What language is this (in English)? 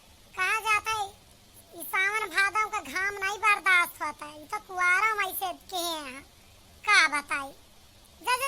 Awadhi